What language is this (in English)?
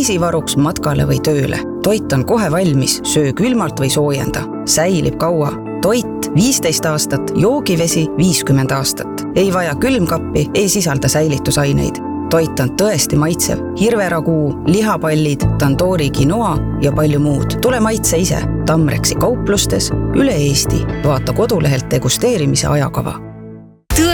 Estonian